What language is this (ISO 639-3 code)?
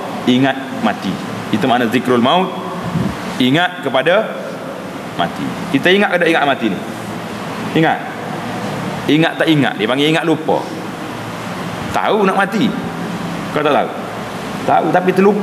msa